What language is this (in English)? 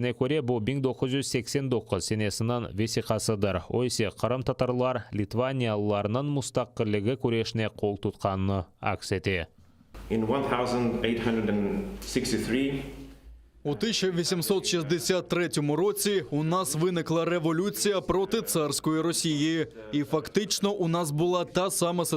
Crimean Tatar